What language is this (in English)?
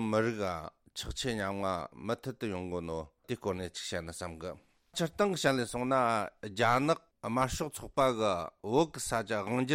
Tibetan